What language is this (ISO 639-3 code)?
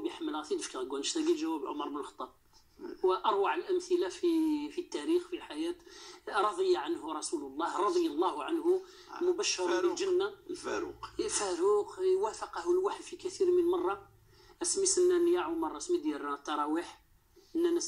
ary